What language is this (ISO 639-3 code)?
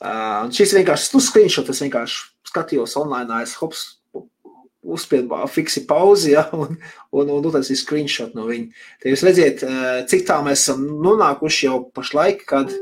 lav